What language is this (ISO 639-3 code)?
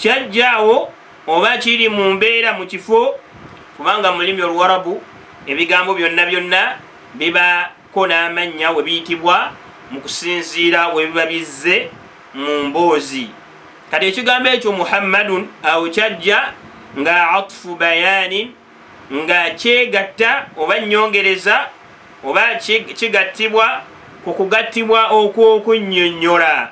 lug